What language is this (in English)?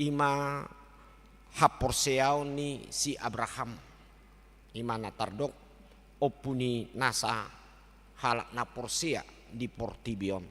Batak Toba